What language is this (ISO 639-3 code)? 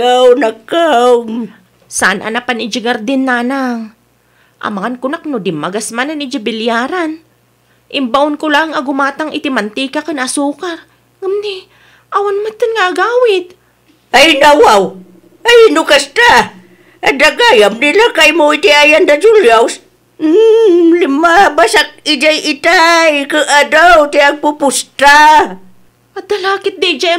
ilo